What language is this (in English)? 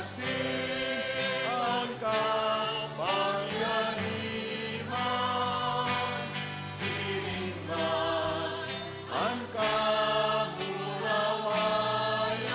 Bikol